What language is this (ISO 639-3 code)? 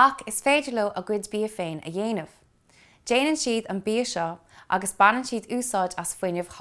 gle